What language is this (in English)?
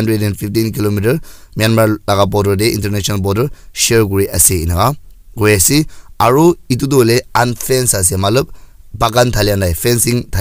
Naga Pidgin